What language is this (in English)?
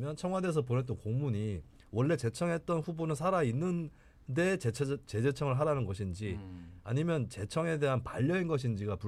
Korean